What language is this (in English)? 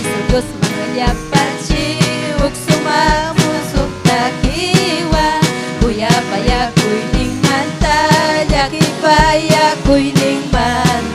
Ayacucho Quechua